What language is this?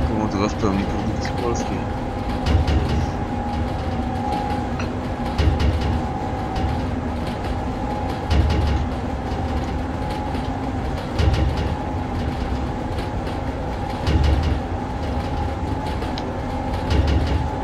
Polish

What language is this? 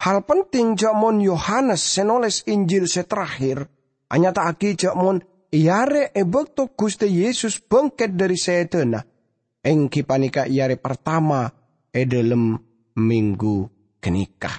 Madurese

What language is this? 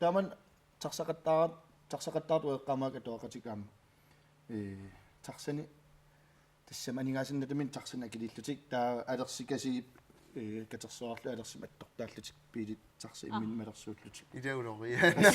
Kalaallisut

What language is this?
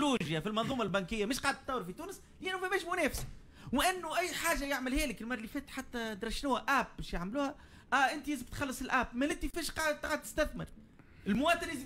Tunisian Arabic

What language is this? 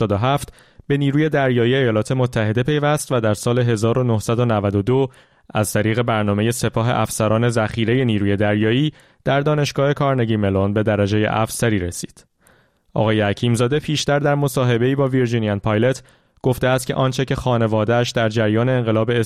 Persian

